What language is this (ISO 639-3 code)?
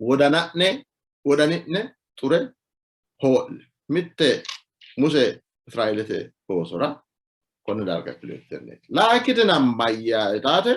sid